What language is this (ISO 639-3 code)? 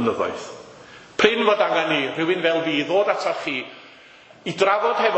cym